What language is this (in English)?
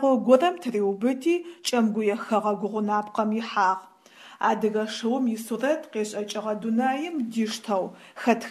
Adyghe